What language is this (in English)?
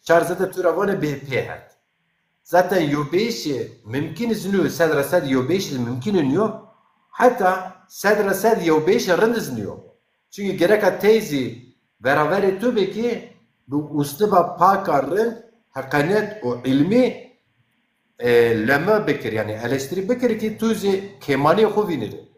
Zaza